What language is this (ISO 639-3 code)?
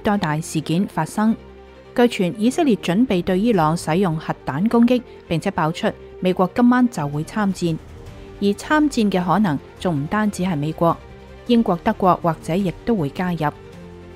yue